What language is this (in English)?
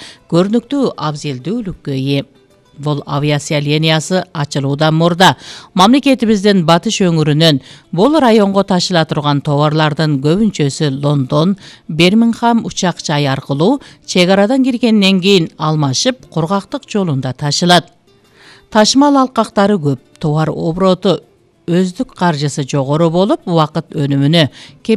Kyrgyz